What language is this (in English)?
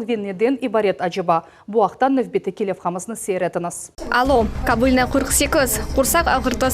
Crimean Tatar